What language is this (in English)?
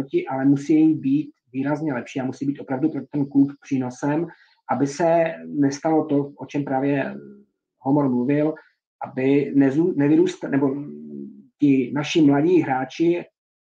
Czech